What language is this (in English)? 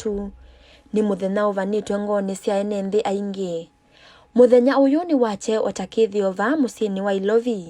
Kamba